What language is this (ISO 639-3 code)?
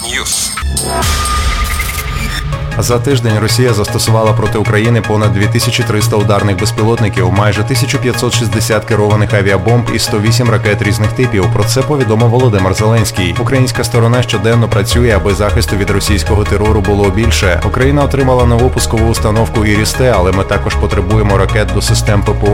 ukr